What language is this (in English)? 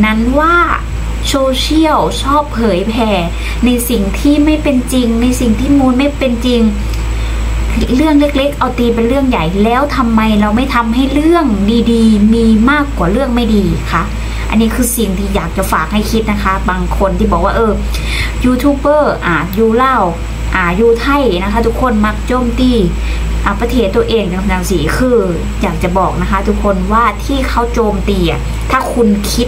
Thai